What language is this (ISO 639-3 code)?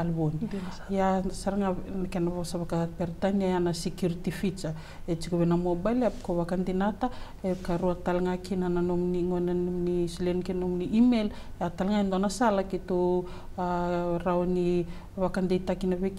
fij